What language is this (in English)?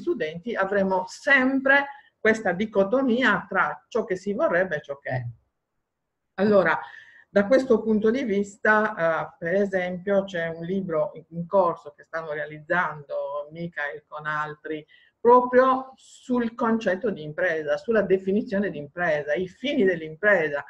Italian